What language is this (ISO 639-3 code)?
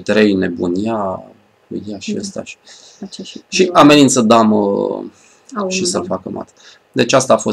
ron